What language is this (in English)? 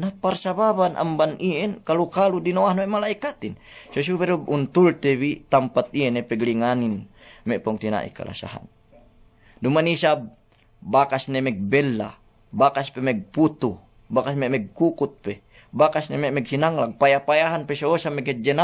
Yakan